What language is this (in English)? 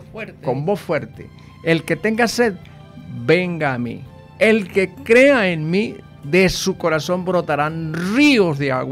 Spanish